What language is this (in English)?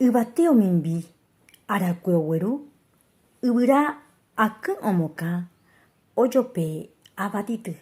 Guarani